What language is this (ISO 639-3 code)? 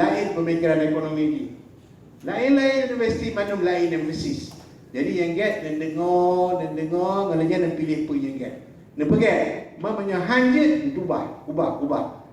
ace